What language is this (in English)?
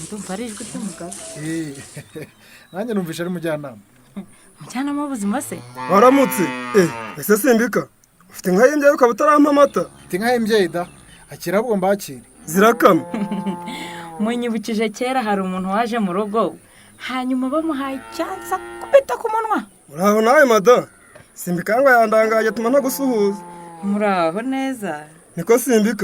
Kinyarwanda